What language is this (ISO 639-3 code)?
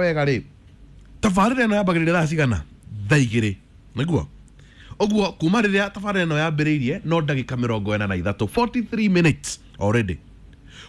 kik